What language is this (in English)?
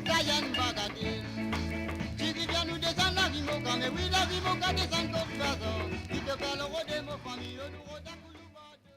Morisyen